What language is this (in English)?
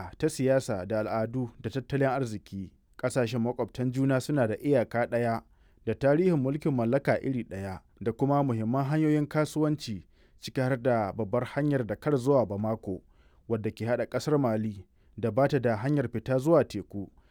Hausa